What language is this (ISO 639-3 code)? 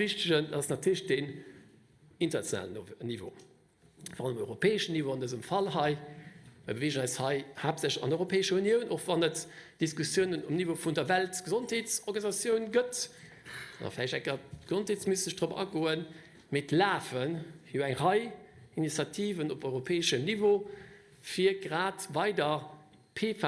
ltz